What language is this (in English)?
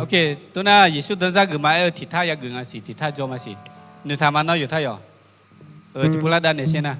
Akha